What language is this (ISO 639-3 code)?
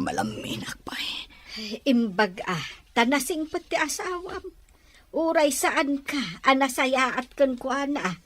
ilo